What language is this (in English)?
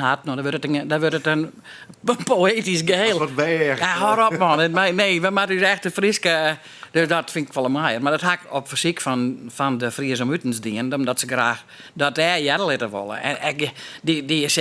Western Frisian